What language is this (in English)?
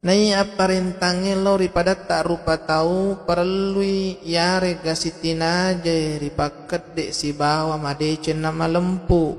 Buginese